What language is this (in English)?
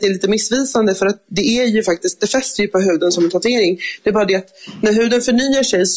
Swedish